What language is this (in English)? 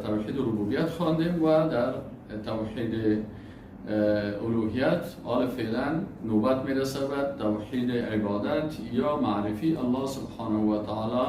Persian